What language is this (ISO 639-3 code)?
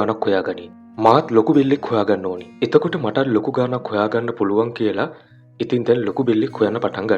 sin